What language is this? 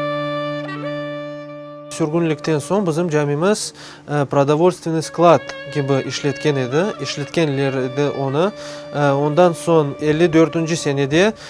Crimean Tatar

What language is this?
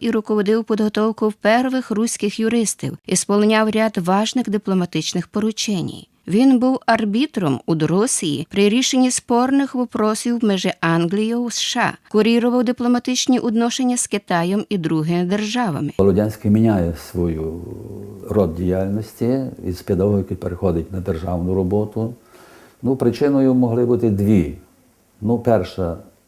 Rusyn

